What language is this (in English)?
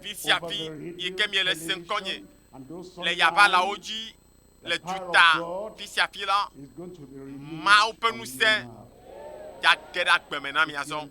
Ewe